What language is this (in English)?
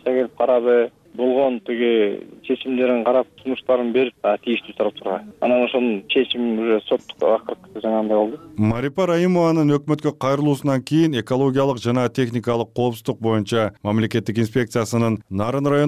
Kyrgyz